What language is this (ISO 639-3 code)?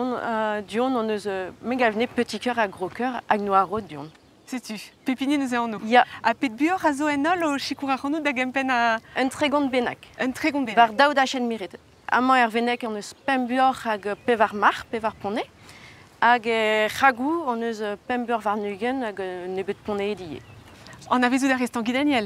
bre